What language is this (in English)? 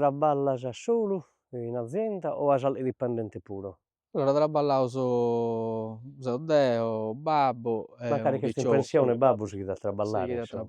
Sardinian